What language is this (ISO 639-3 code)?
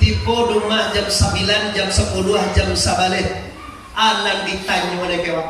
min